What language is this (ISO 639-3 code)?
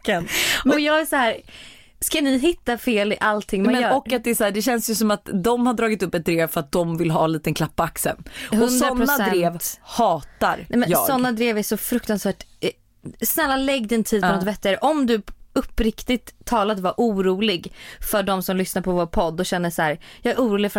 swe